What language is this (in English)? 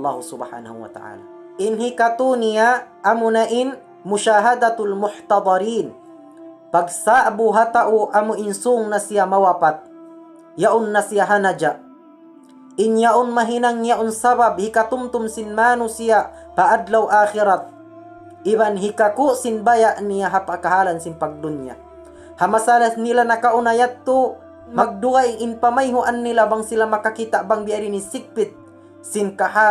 Tausug